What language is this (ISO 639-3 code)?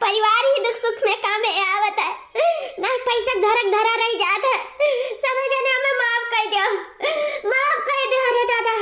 awa